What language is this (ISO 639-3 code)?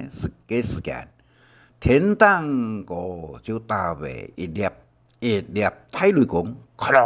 hak